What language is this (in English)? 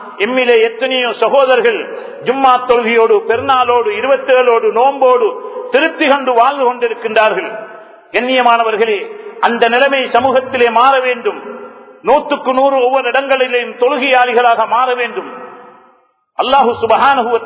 Tamil